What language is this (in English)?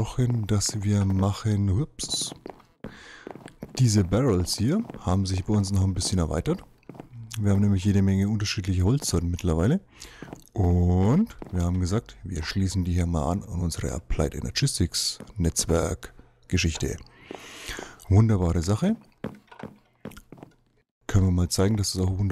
German